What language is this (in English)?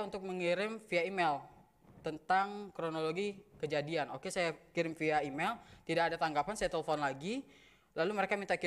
Indonesian